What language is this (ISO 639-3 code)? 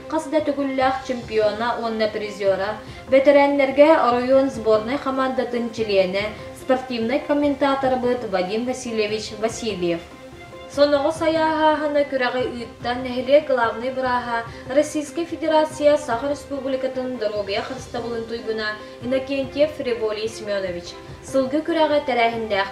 sah